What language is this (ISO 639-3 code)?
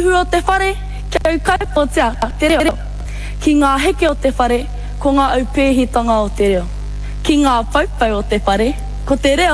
mri